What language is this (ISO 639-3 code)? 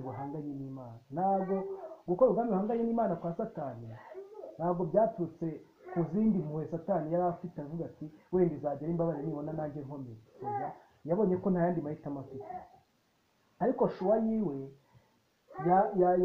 kin